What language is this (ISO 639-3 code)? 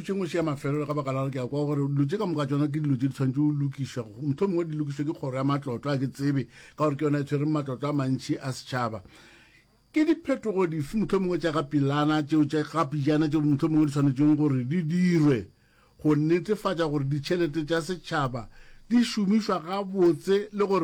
nso